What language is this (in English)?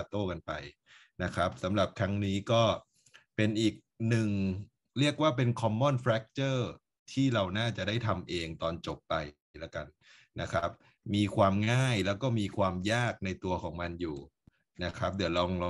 Thai